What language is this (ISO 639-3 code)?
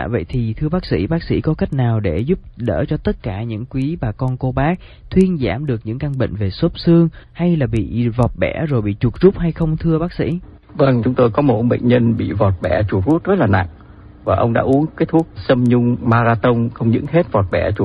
vie